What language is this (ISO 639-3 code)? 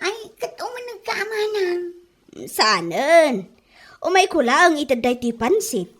ilo